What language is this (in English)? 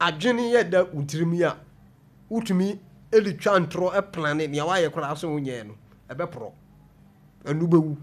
Akan